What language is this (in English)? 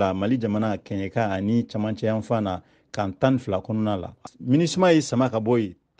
Bambara